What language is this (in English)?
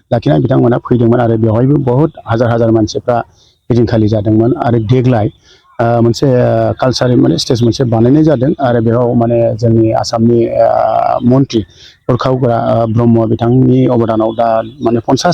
Bodo